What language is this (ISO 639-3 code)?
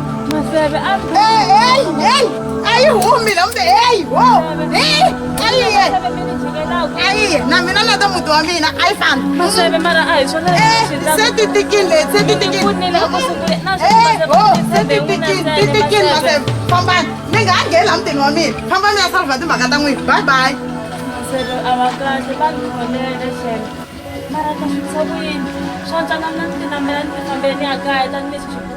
tso